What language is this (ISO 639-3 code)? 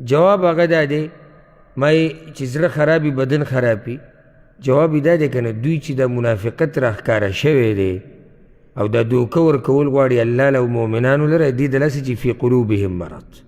pus